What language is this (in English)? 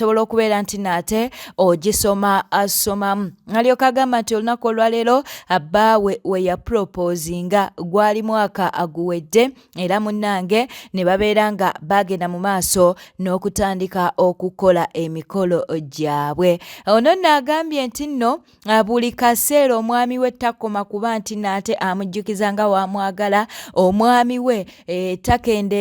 Ganda